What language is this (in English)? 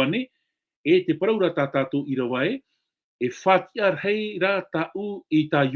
Tahitian